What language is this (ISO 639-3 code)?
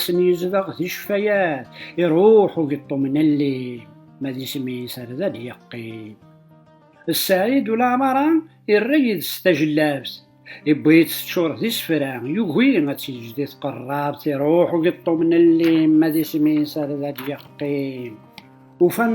kab